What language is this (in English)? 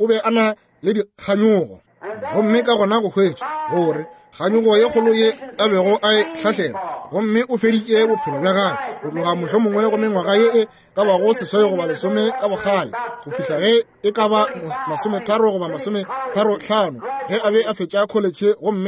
Northern Sotho